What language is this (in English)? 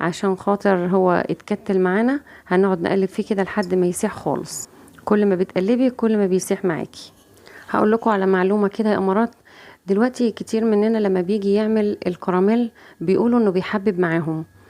Egyptian Arabic